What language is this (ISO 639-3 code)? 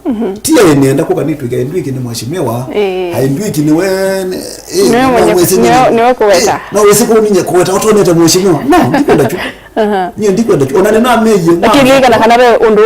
kam